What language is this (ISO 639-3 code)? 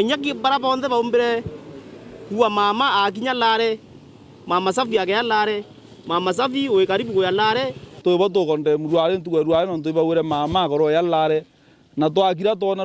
mer